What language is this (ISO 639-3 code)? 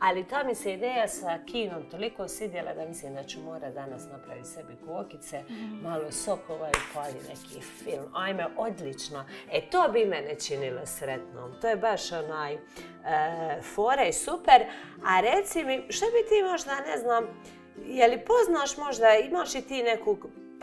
hrv